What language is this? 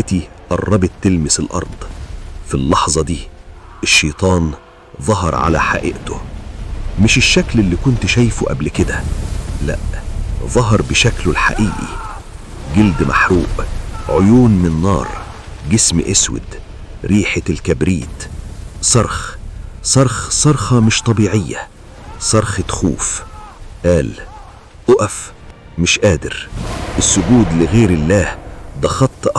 Egyptian Arabic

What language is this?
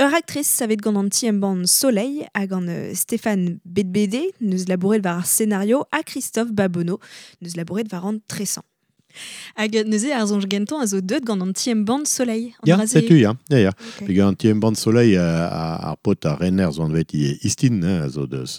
Breton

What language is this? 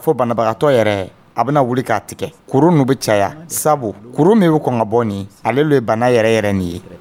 Dyula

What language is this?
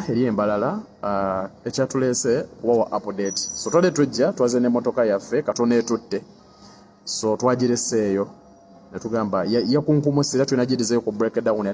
Ganda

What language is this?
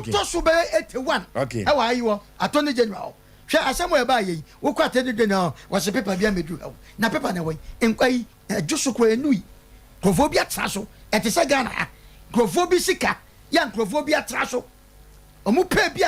Akan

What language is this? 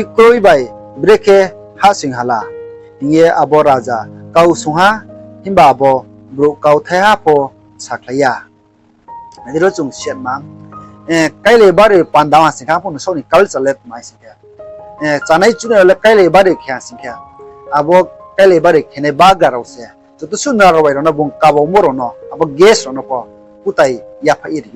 Riang (India)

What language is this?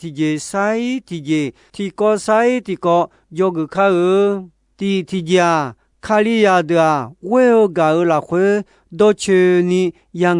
Akha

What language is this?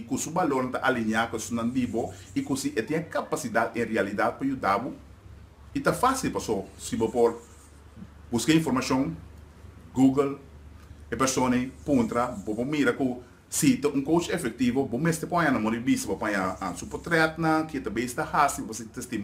Papiamento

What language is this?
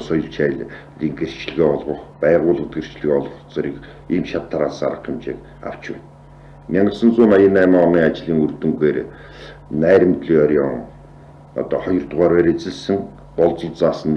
Mongolian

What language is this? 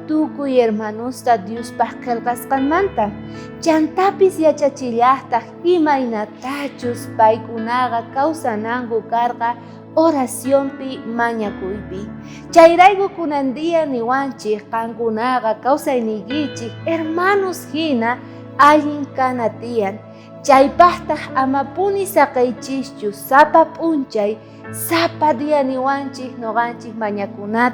South Bolivian Quechua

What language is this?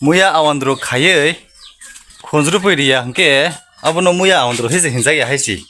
Kok Borok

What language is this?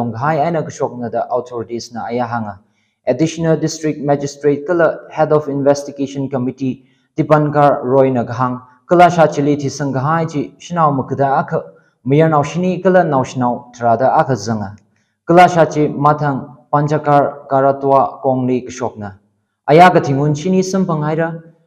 Tangkhul Naga (India)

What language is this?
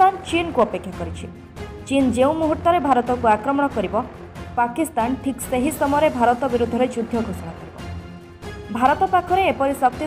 Odia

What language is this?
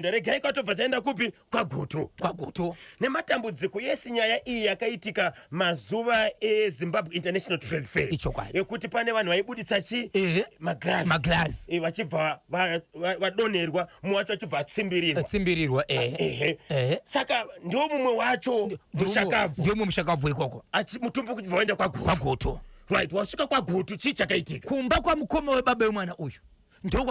Shona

